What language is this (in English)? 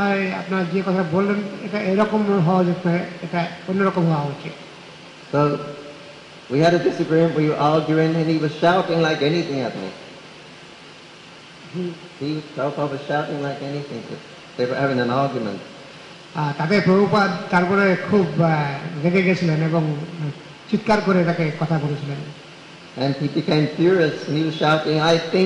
Bangla